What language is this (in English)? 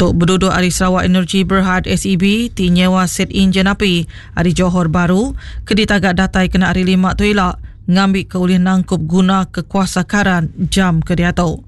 Iban